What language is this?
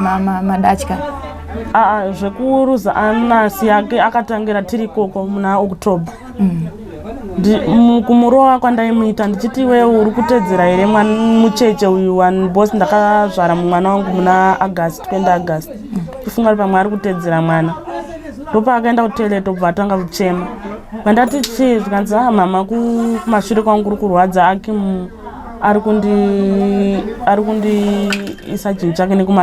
Shona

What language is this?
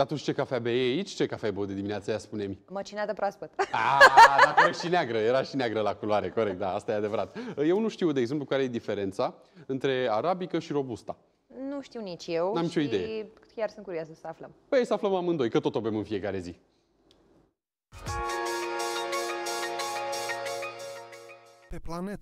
Romanian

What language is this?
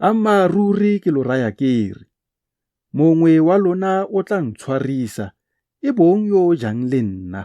Tswana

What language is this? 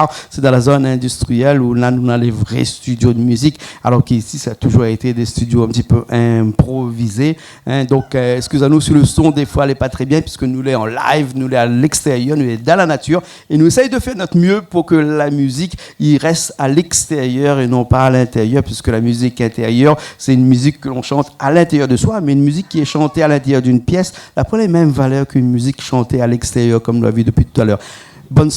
Réunion Creole French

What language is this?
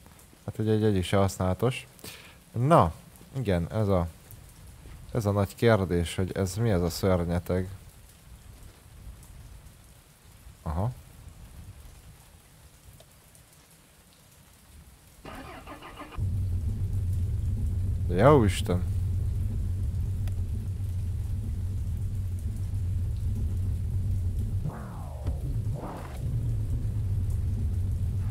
Hungarian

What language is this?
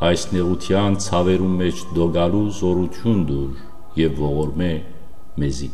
Western Armenian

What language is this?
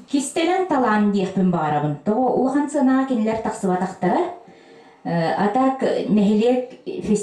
Yakut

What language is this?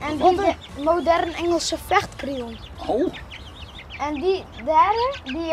Western Frisian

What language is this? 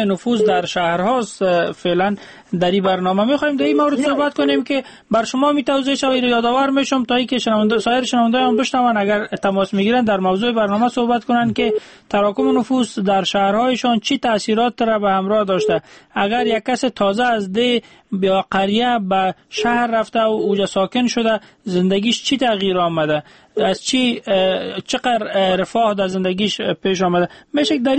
Persian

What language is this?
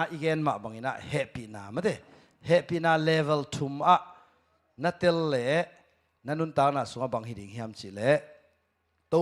Tedim Chin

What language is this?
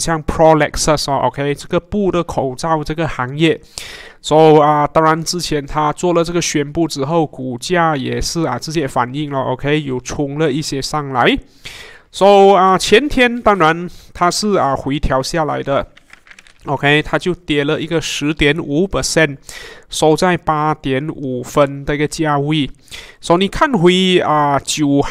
Chinese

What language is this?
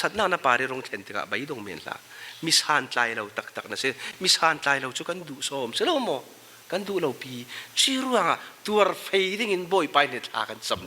Falam Chin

